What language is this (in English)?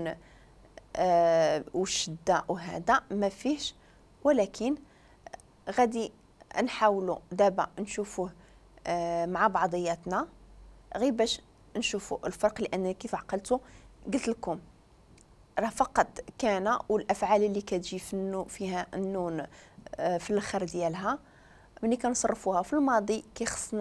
Moroccan Arabic